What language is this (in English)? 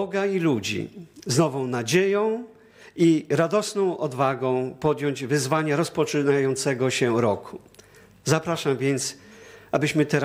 Polish